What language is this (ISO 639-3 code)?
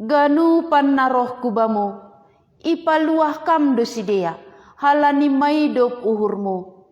bts